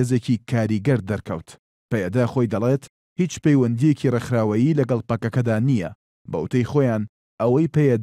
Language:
Central Kurdish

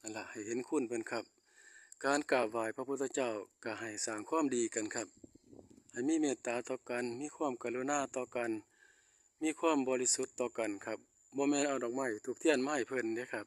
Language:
Northeastern Thai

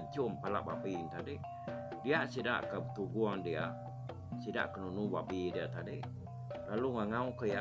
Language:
Iban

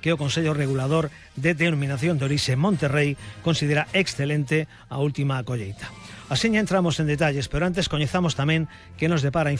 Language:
Galician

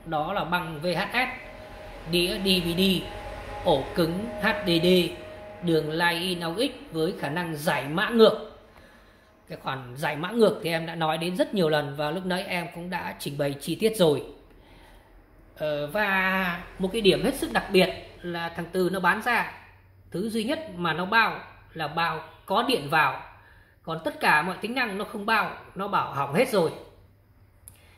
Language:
Vietnamese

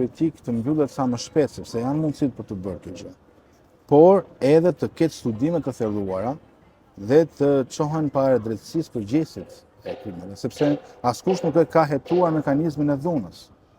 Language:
Albanian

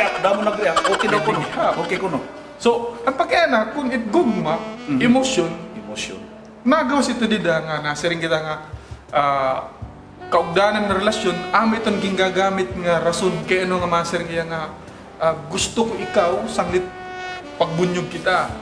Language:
Waray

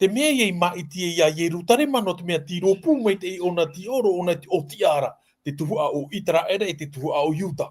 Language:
Tahitian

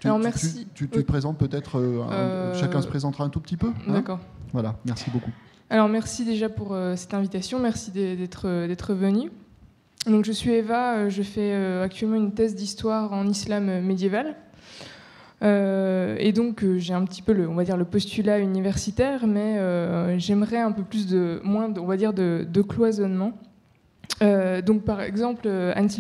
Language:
French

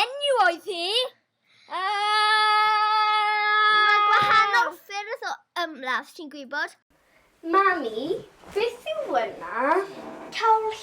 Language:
Welsh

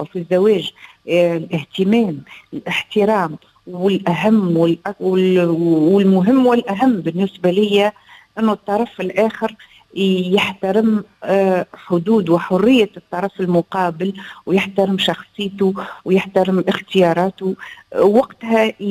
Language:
Tunisian Arabic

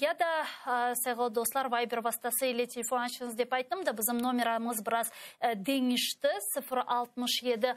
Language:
Crimean Tatar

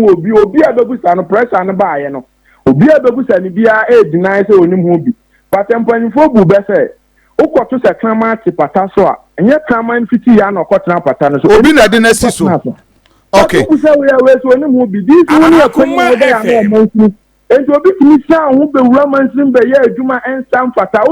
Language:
Akan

